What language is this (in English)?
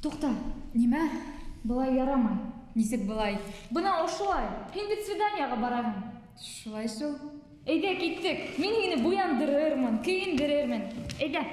Bashkir